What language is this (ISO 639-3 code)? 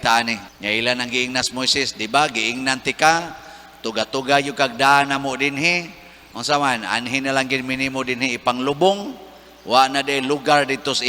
ceb